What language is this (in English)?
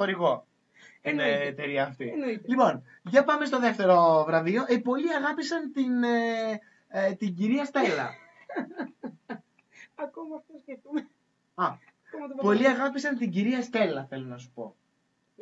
Greek